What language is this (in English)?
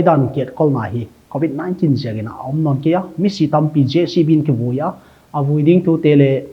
Paite Chin